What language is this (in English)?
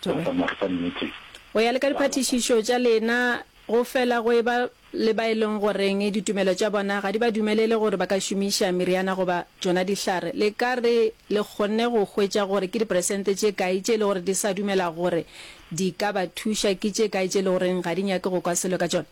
Northern Sotho